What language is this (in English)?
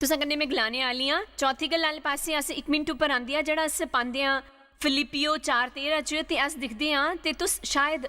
Dogri